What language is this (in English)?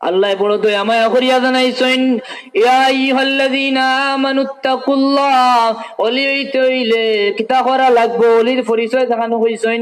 Sylheti